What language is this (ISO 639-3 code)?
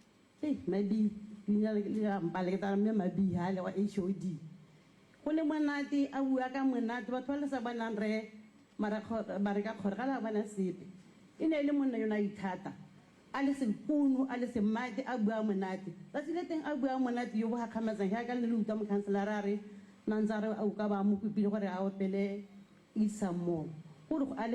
tsn